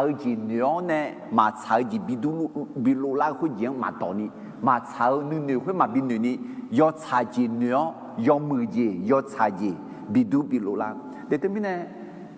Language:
Akha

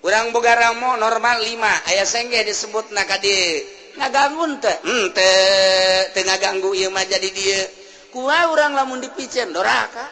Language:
Sundanese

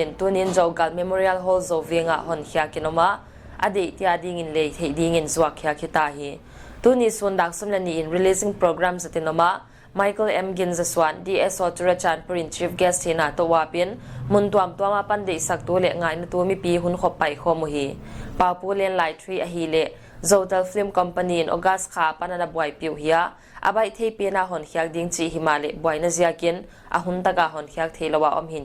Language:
Paite Chin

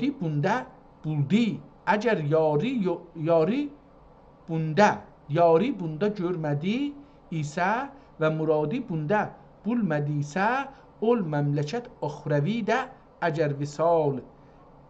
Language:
South Azerbaijani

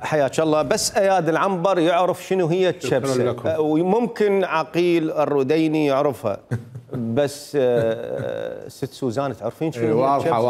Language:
Mesopotamian Arabic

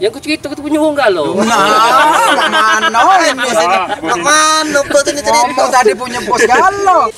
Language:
Musi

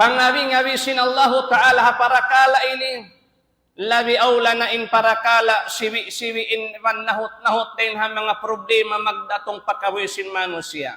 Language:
Tausug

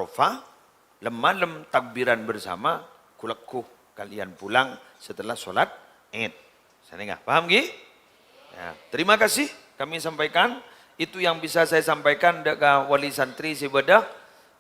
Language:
Madurese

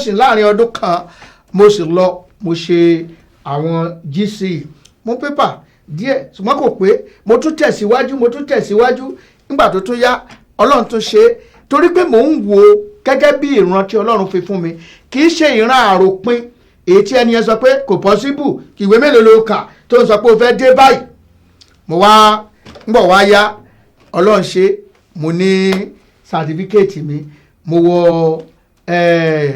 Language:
Yoruba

